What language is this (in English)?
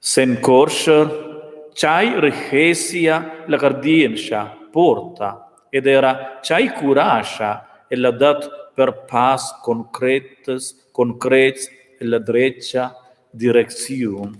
Romansh